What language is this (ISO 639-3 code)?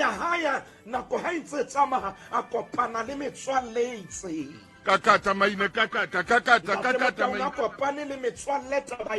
sot